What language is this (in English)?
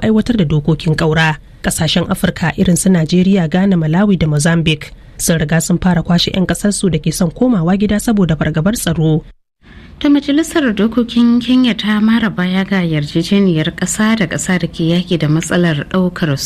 Hausa